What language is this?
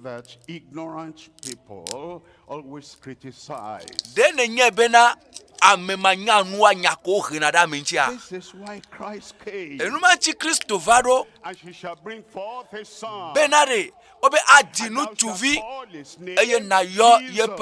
Ewe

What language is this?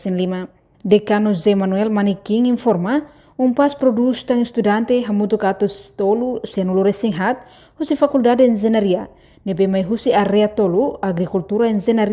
Tetum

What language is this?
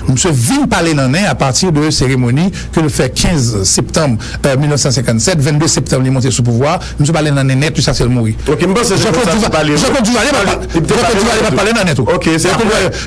Haitian Creole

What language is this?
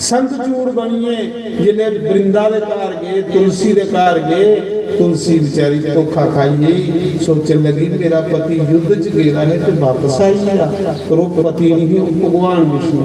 Dogri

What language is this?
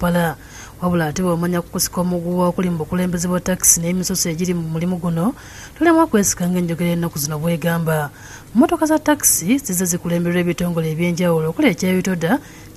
Ganda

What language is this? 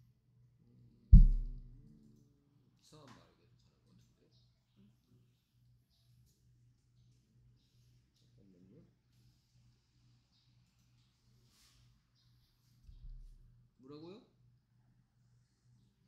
Korean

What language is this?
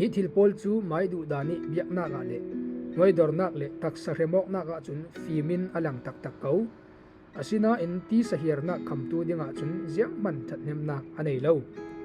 Falam Chin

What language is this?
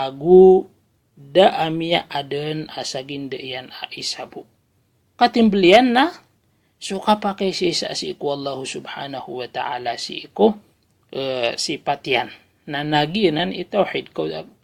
Maranao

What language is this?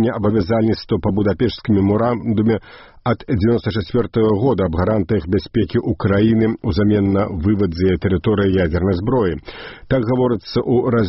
Belarusian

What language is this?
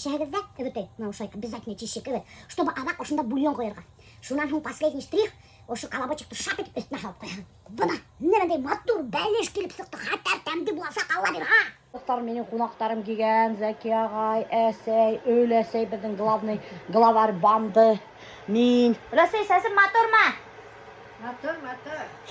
Bashkir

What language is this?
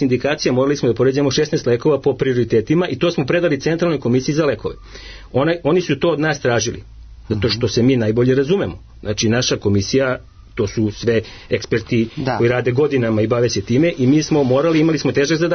Serbian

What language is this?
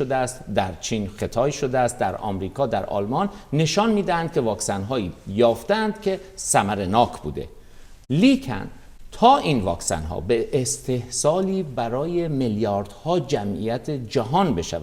Persian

